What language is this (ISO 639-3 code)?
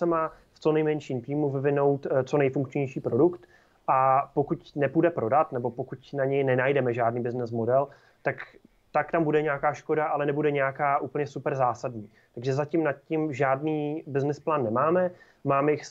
ces